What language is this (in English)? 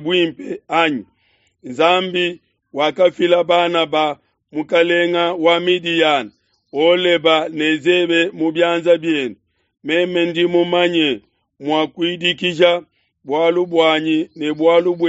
Luba-Lulua